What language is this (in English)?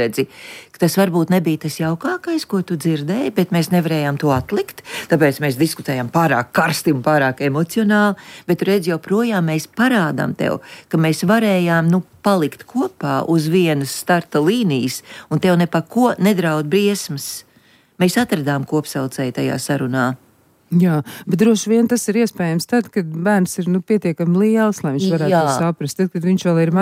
Latvian